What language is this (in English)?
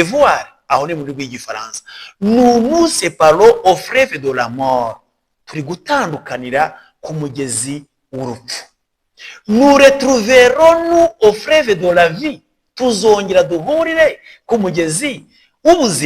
Kinyarwanda